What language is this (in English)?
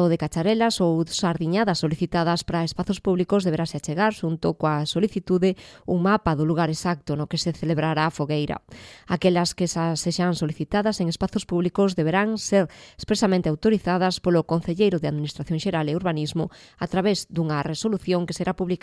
Galician